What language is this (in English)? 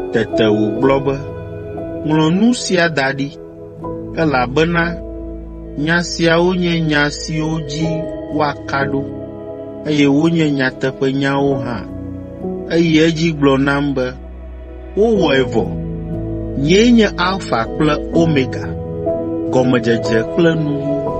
Ewe